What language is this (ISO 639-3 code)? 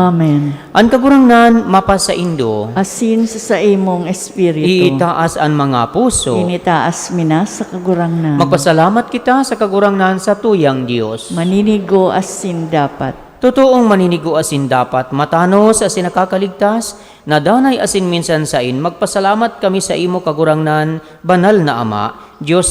bik